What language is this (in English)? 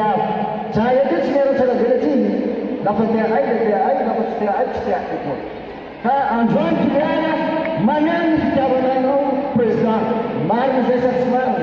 Malagasy